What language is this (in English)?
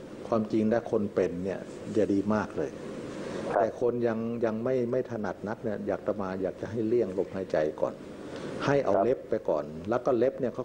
Thai